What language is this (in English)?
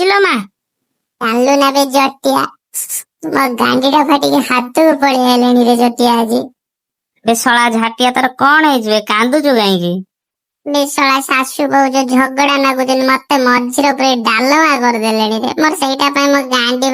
Odia